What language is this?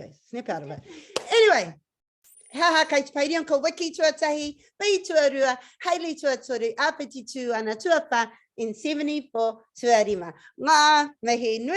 Māori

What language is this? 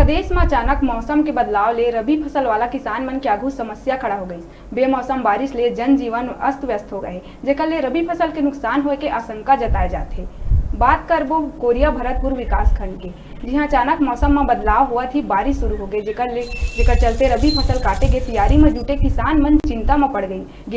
Chhattisgarhi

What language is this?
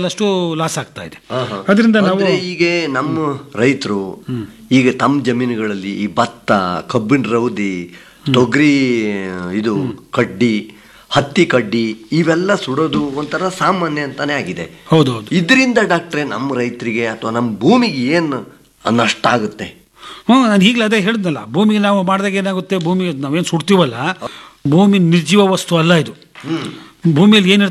Kannada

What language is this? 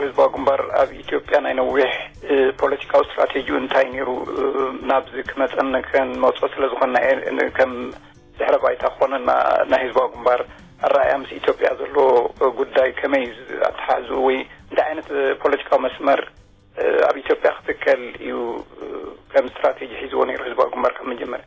Tigrinya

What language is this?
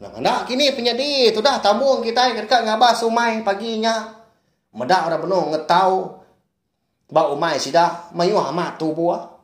Iban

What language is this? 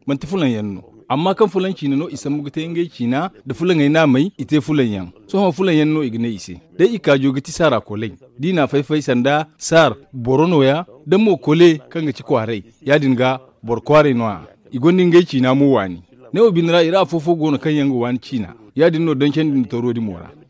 Zarma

